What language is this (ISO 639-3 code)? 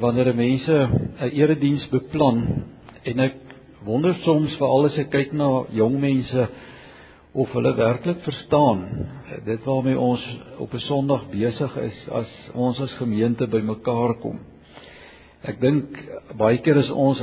afr